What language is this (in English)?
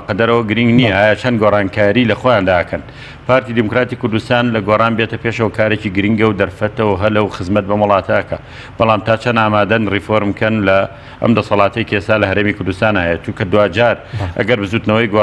Central Kurdish